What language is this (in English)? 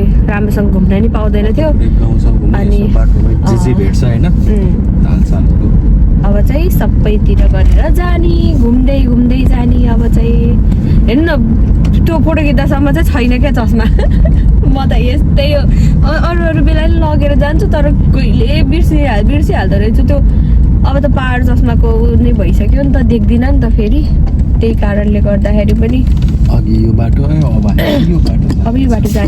Nepali